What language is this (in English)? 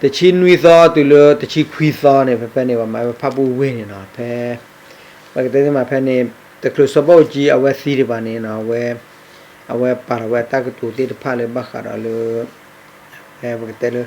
S'gaw Karen